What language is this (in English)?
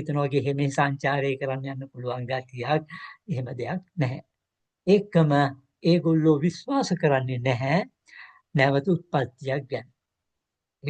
Sinhala